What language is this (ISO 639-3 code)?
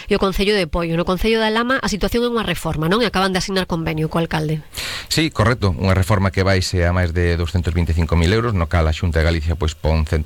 glg